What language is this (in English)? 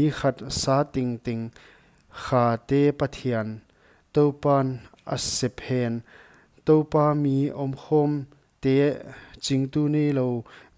Paite Chin